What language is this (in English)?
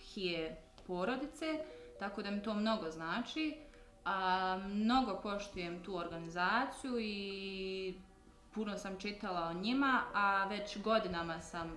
Bosnian